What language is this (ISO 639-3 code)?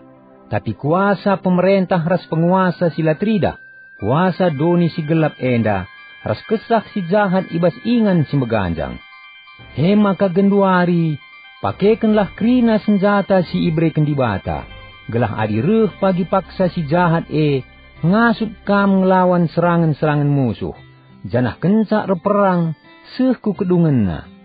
btx